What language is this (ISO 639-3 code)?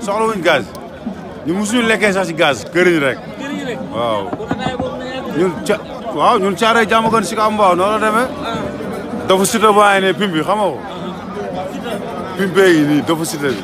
wol